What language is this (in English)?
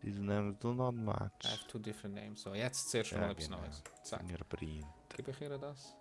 Swiss German